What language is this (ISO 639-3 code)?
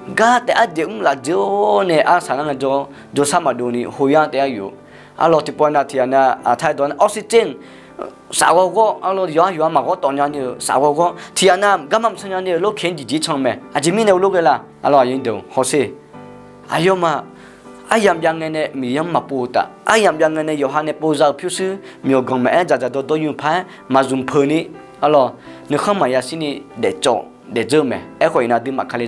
ahk